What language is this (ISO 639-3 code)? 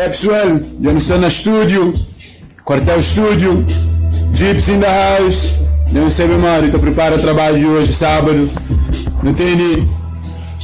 kea